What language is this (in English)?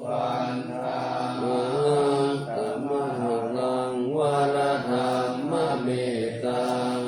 Pali